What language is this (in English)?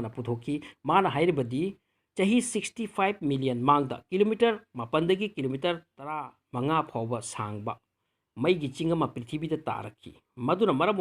Manipuri